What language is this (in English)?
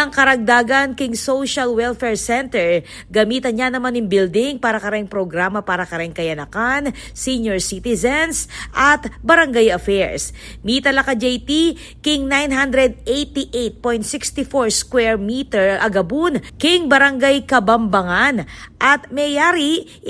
Pampanga